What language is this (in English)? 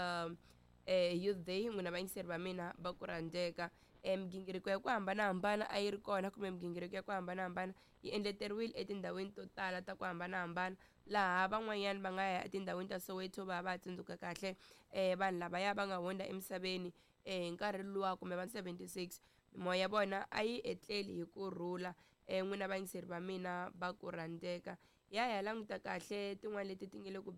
Tsonga